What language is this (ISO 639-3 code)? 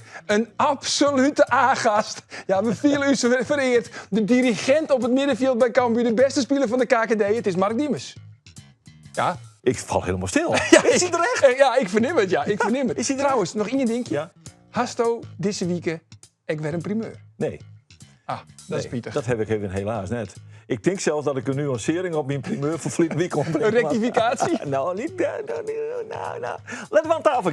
fry